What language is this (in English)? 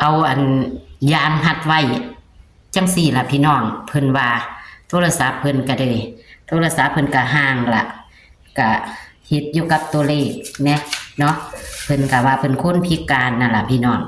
Northeastern Thai